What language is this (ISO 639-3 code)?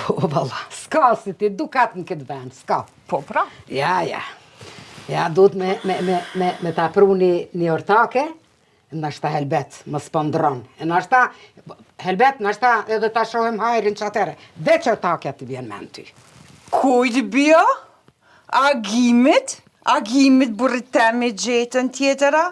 sqi